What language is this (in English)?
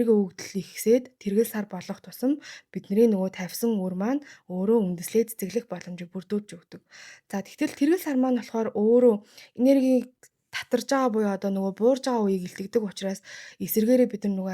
Mongolian